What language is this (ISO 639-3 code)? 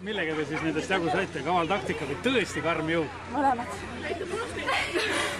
est